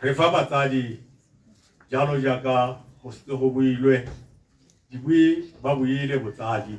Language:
Tswana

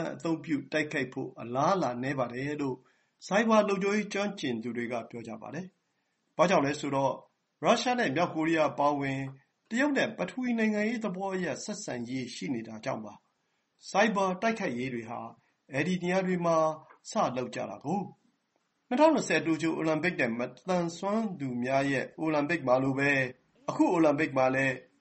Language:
Burmese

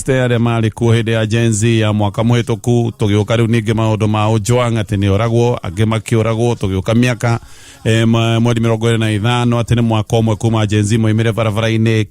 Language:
Kikuyu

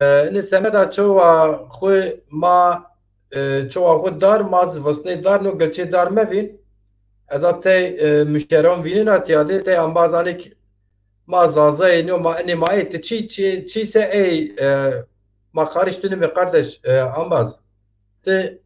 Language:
Zaza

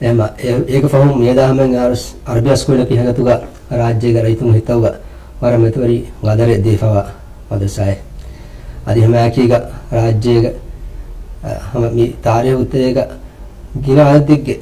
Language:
Divehi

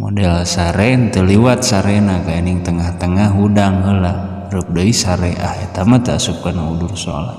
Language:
Sundanese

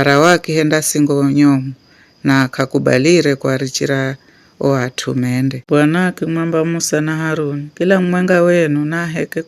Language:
Giryama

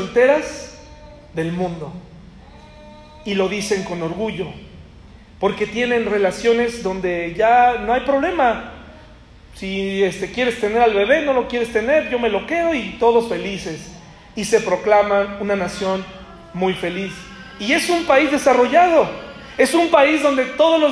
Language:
Spanish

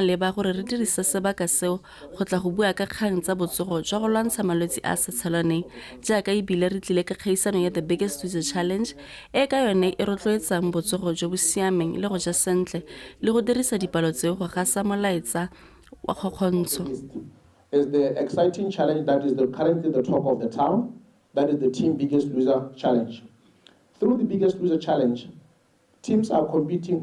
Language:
Tswana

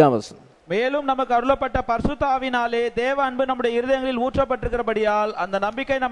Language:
Tamil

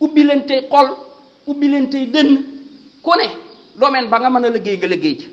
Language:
Wolof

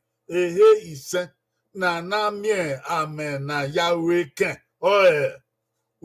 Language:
Bini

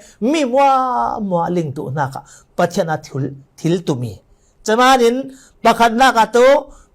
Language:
Falam Chin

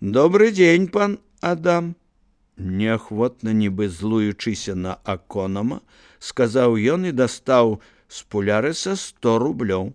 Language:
Belarusian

